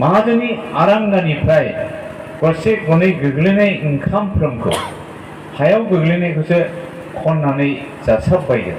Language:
Bodo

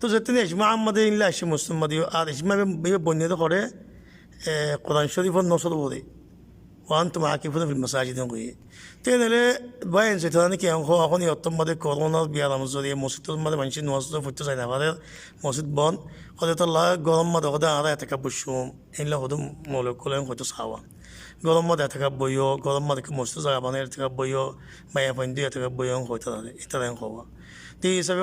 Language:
Rohingya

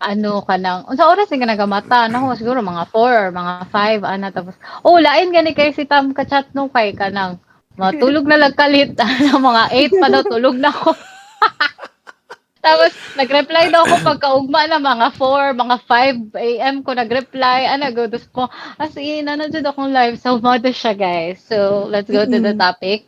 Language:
Cebuano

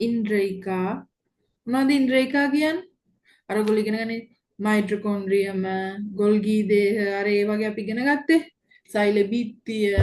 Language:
Sinhala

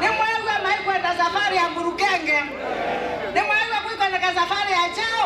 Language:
Kamba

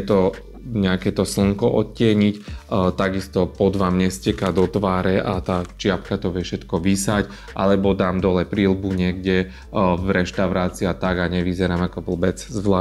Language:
Slovak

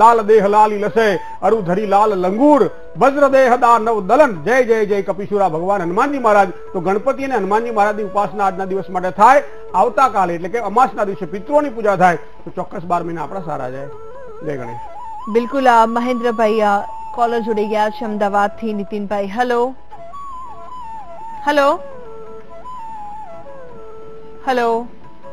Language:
Gujarati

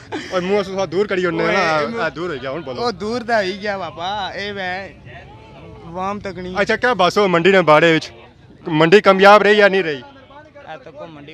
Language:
Pahari-Potwari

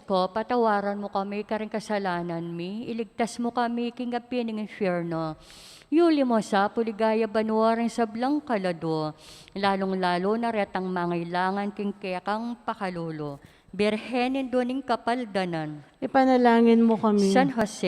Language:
Pampanga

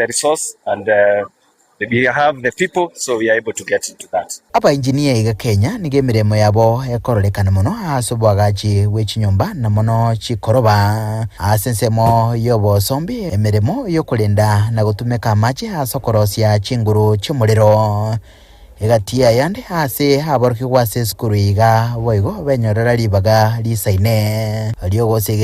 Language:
Gusii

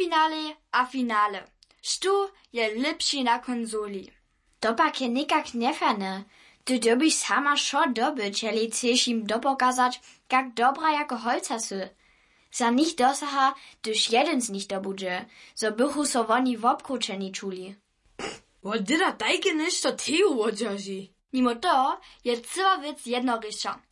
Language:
Upper Sorbian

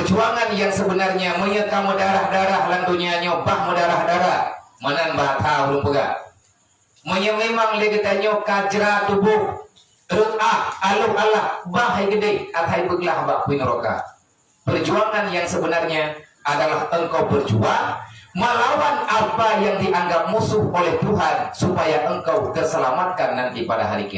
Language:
Achinese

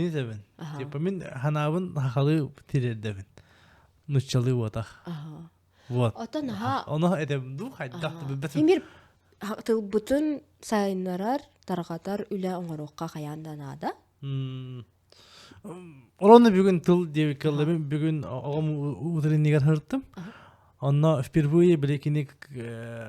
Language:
Yakut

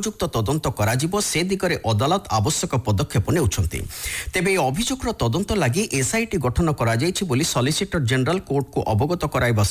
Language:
Odia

